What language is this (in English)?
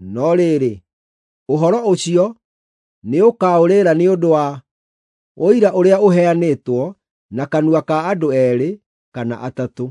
Kikuyu